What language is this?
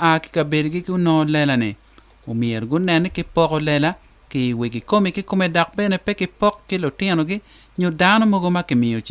Acoli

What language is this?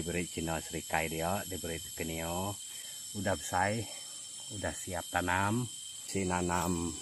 Iban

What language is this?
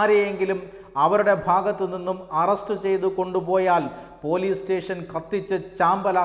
Malayalam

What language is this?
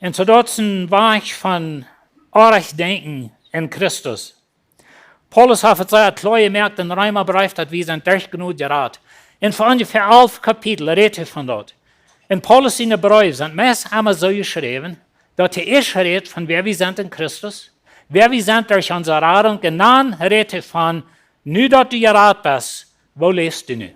Plautdietsch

